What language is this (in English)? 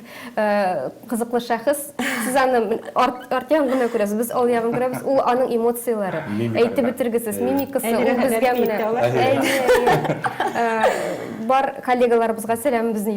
Tatar